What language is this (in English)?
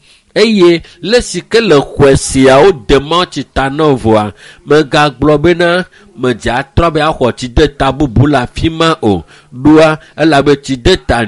Ewe